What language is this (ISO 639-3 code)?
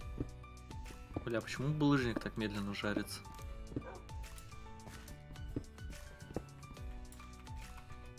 rus